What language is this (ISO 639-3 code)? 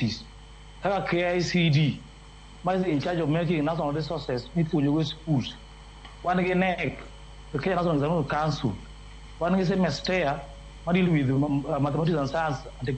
luo